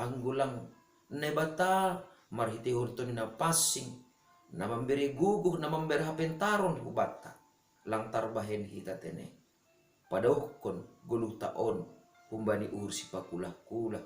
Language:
Batak Simalungun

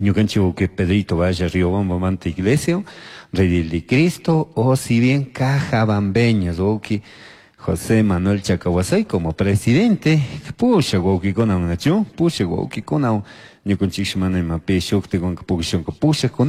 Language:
Chimborazo Highland Quichua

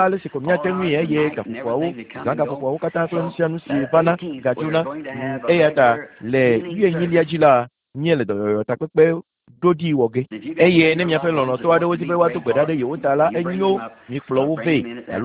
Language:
Ewe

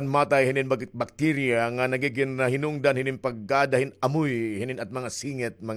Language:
Waray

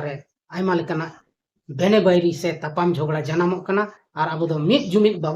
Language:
Santali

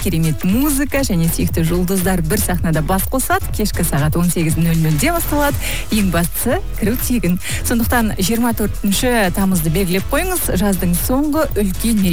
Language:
Kazakh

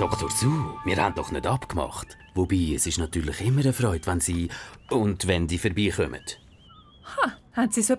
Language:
Swiss German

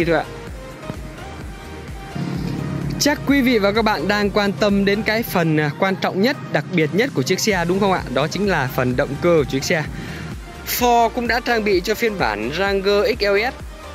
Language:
Vietnamese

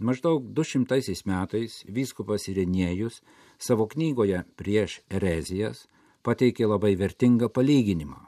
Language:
Lithuanian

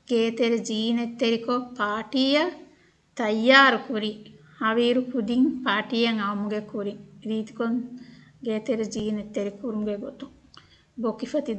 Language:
Divehi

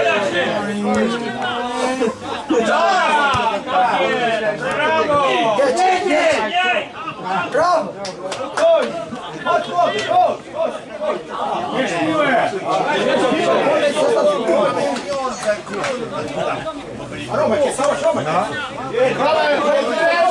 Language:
Polish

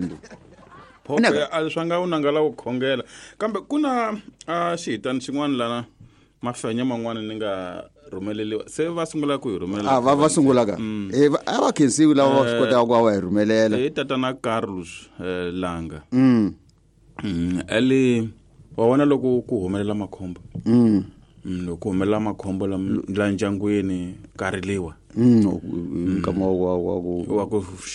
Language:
Tsonga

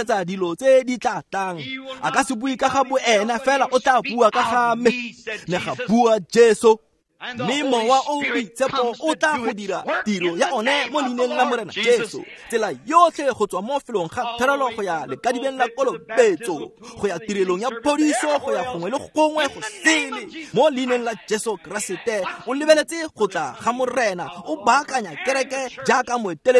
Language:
Tswana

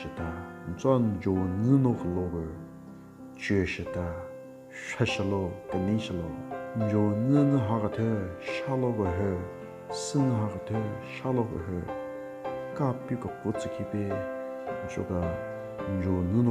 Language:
Southern Rengma Naga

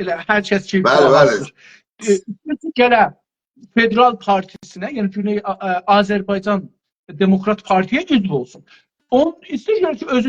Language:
South Azerbaijani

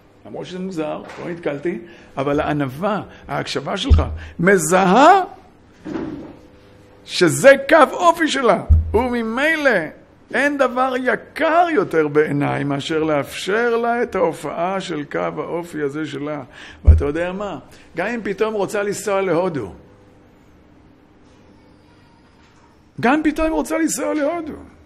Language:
Hebrew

